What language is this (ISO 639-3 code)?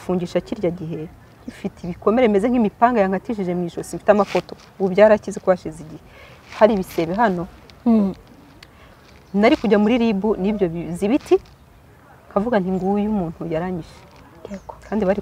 kin